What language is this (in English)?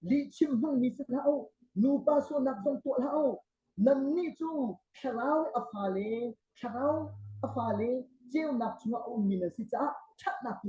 Hakha Chin